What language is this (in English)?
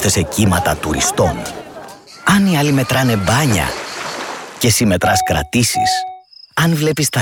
Greek